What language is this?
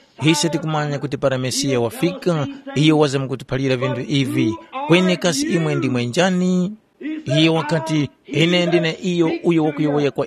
Tumbuka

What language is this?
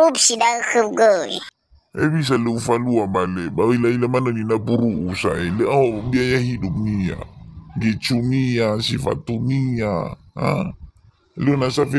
Nias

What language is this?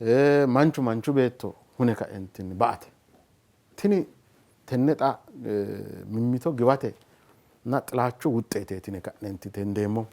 Sidamo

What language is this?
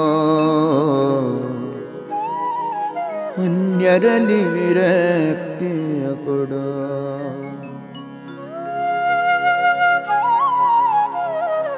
Kannada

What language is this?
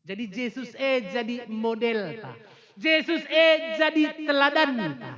Batak Karo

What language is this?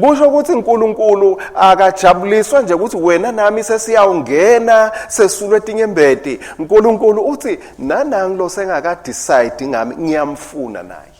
Swati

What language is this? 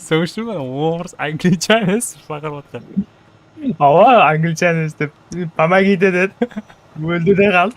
Kara-Kalpak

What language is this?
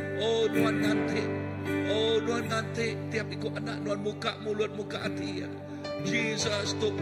Iban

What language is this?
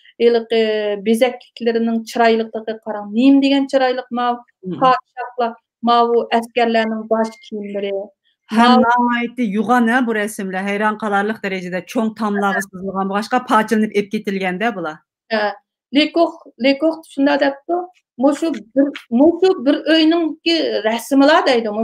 Uyghur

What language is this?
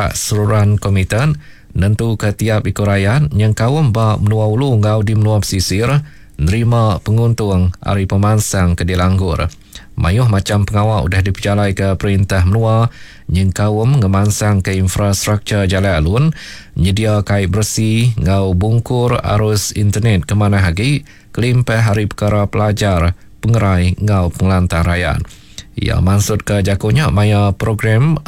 Iban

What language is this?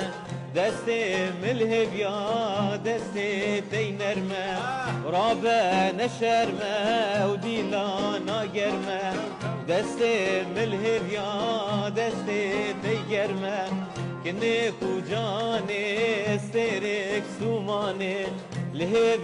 Kurdish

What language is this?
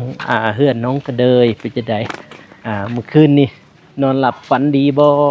Lao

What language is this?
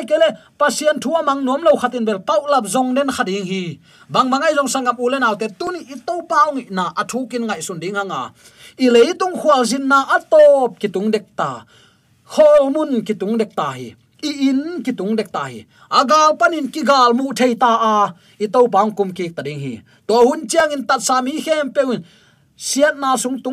Tedim Chin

